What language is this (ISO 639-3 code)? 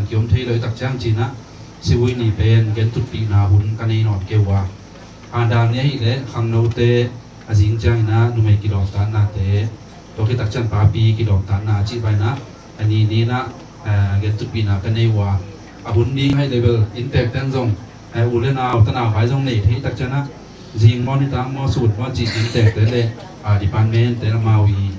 ctd